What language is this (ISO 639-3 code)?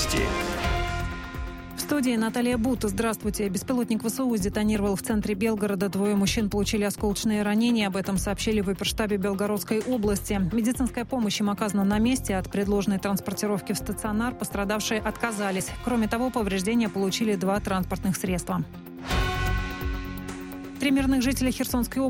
rus